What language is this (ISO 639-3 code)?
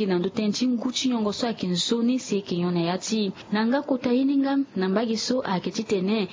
sag